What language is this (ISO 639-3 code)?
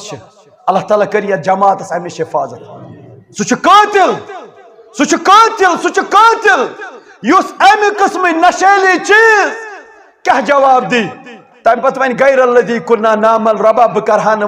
kas